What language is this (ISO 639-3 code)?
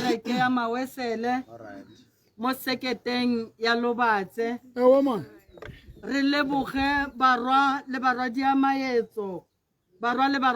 tsn